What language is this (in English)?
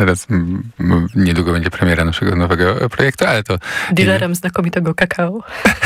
Polish